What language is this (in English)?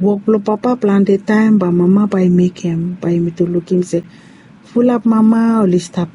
Bislama